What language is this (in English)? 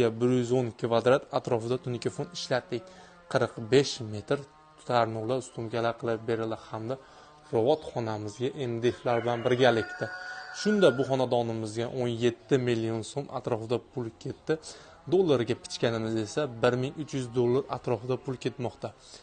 Uzbek